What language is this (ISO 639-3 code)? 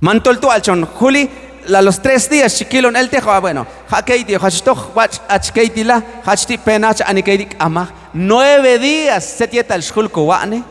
kjb